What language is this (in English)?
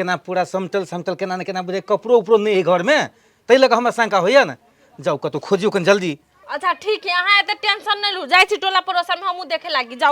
Maithili